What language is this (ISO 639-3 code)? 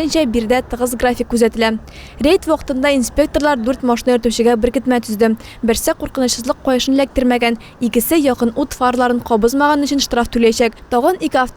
tat